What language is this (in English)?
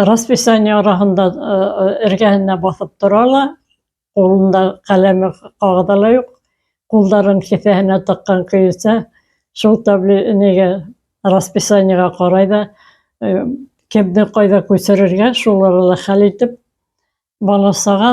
Bashkir